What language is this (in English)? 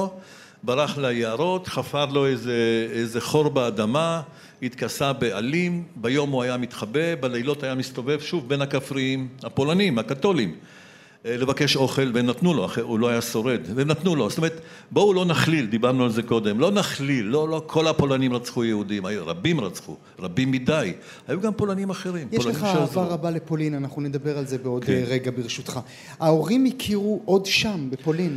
Hebrew